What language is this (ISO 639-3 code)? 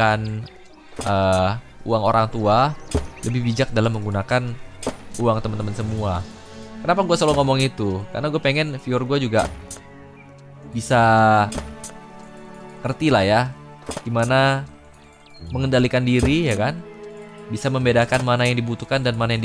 ind